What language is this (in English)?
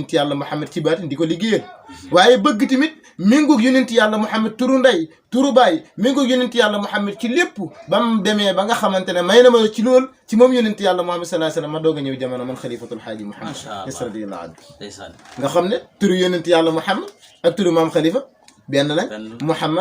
Wolof